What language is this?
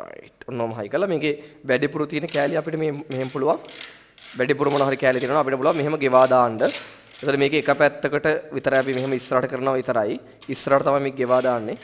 Sinhala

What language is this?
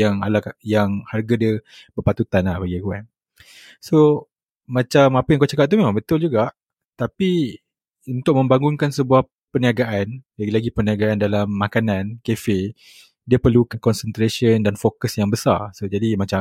Malay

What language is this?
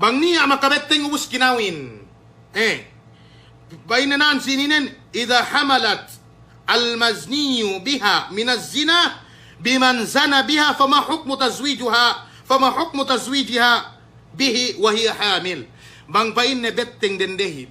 Yakan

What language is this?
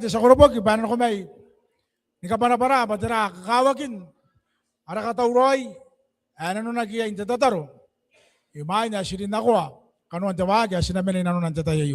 Gilbertese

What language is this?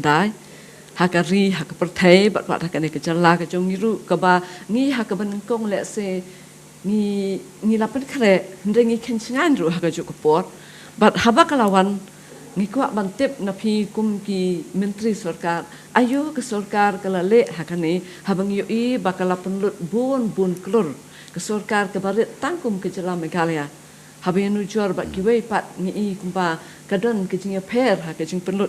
Khasi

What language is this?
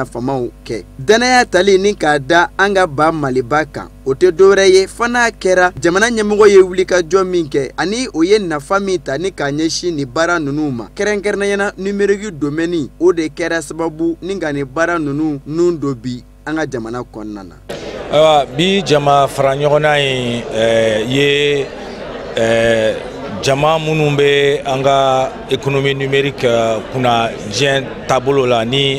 Bambara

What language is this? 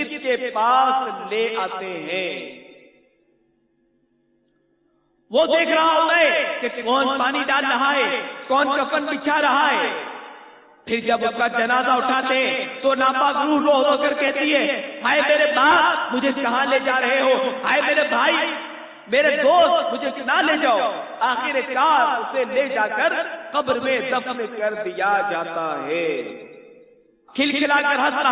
Urdu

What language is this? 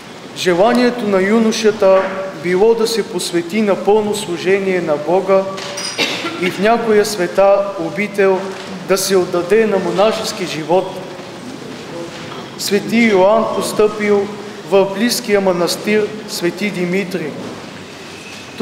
Bulgarian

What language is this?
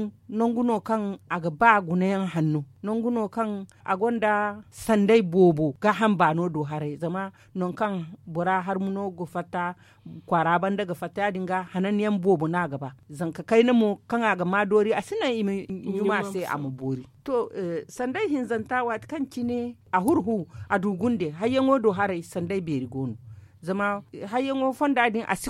Zarma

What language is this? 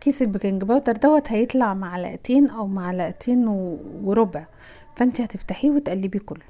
Egyptian Arabic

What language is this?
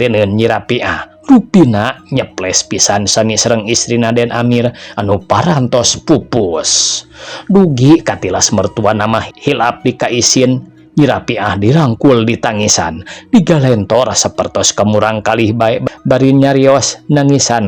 Sundanese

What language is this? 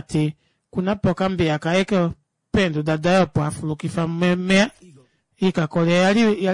Kuanyama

